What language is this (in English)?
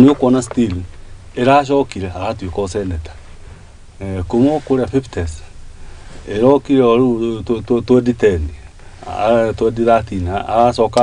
Kikuyu